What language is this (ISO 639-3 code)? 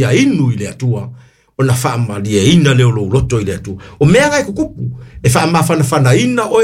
smo